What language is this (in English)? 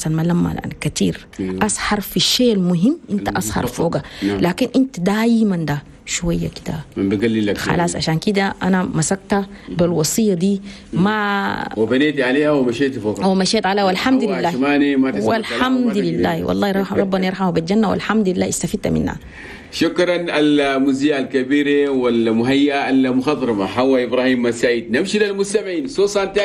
Chadian Arabic